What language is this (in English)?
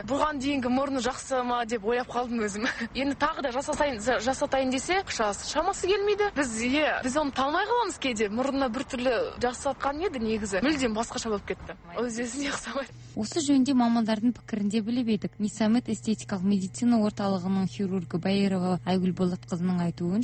Kazakh